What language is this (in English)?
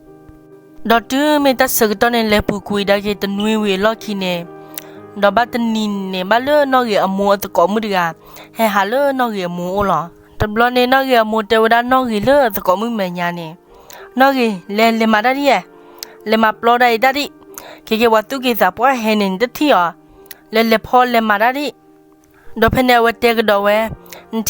S'gaw Karen